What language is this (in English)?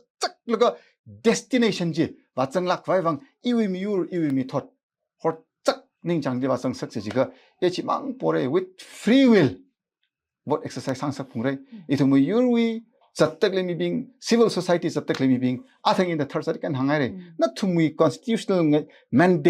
Tangkhul Naga (India)